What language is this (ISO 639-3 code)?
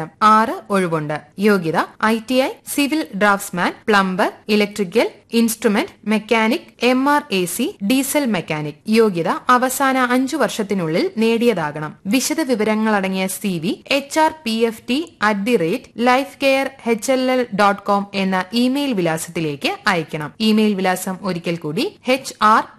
mal